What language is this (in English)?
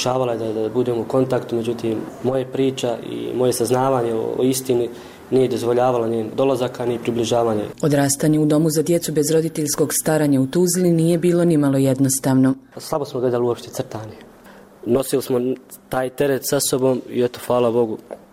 Bosnian